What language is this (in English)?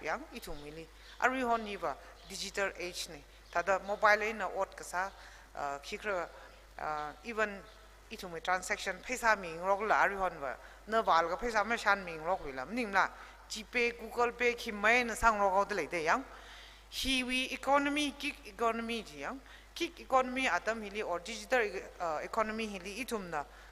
Tangkhul Naga (India)